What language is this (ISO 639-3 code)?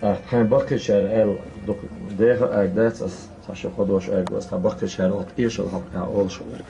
che